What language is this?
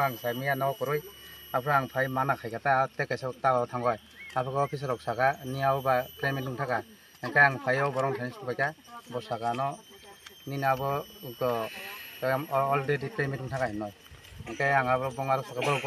Kok Borok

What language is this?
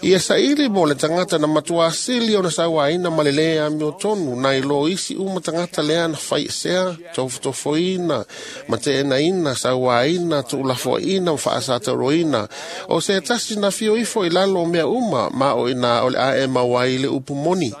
Samoan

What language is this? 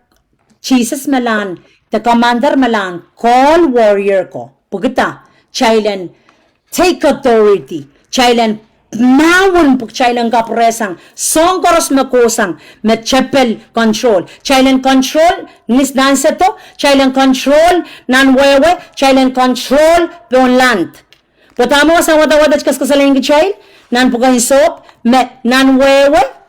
Pohnpeian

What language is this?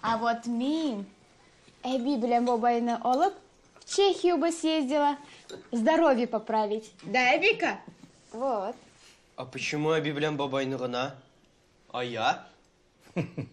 Tatar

